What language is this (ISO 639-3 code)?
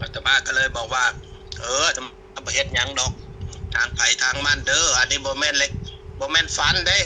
tts